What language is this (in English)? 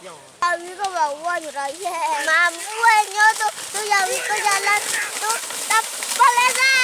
Minangkabau